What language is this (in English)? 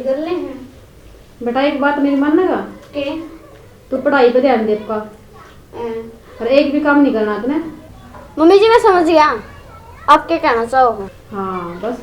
Haryanvi